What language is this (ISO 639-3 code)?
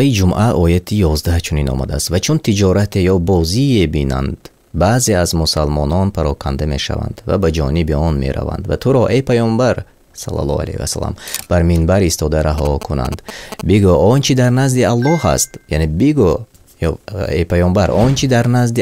tgk